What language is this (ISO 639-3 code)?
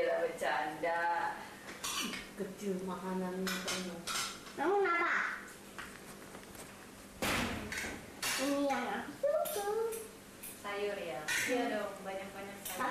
ind